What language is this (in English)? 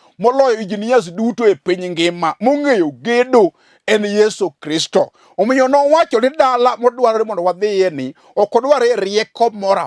Luo (Kenya and Tanzania)